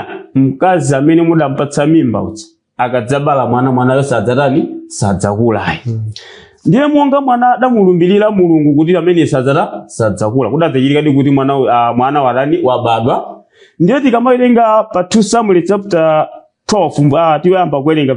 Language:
Nyanja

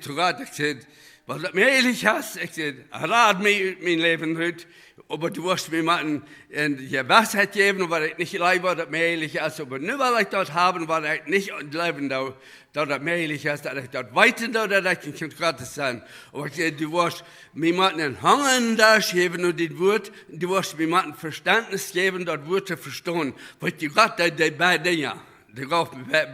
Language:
Plautdietsch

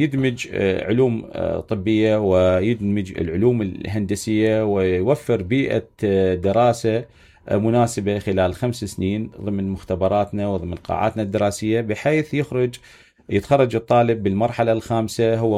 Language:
Mesopotamian Arabic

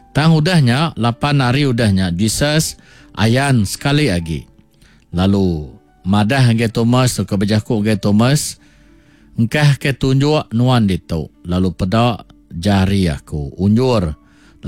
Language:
Iban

